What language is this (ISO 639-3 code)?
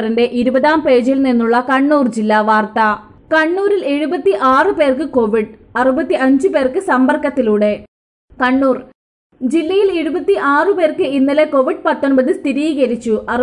mal